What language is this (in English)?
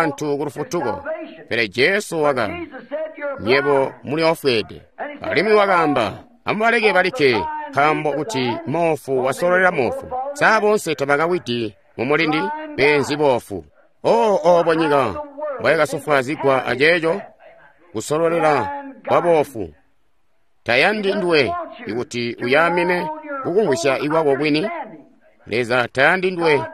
Tonga (Zambia)